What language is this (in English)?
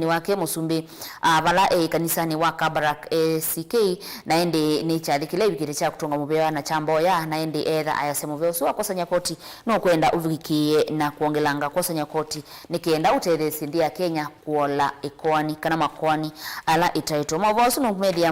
Kamba